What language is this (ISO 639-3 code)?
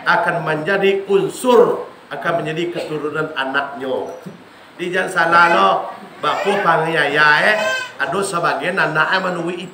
min